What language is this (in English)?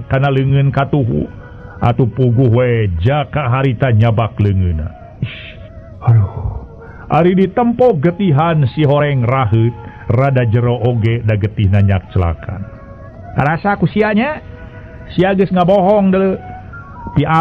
Sundanese